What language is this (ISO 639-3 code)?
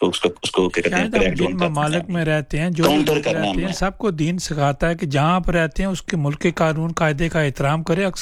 urd